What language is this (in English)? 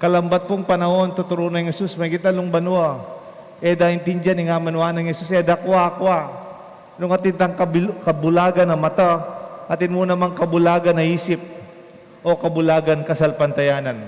Pampanga